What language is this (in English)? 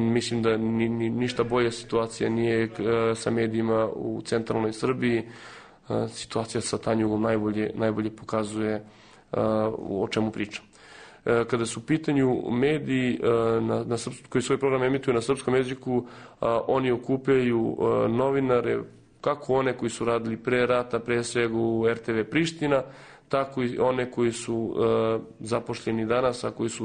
Serbian